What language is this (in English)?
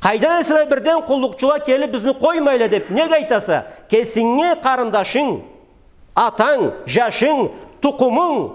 Karachay-Balkar